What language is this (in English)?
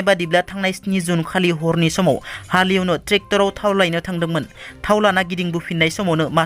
Bodo